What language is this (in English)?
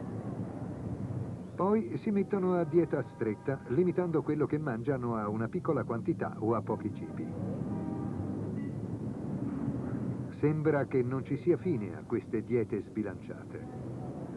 Italian